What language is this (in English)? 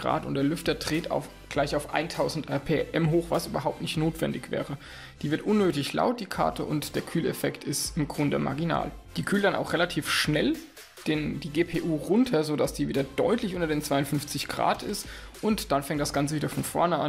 German